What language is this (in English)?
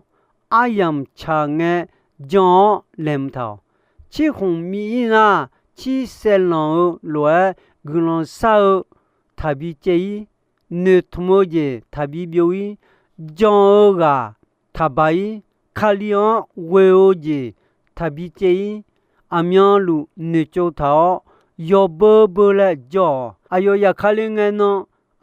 Akha